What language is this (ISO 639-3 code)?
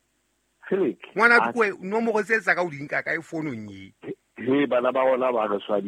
sot